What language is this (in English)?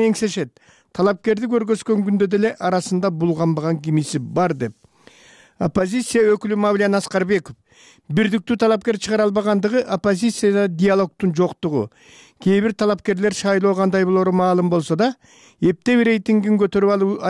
Kyrgyz